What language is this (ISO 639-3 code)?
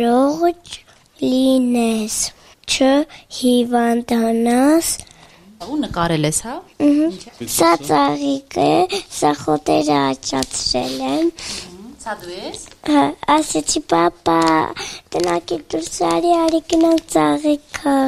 hye